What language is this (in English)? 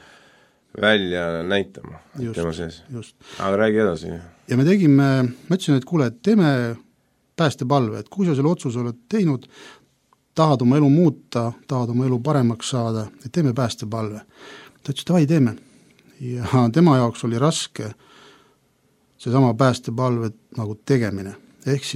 Estonian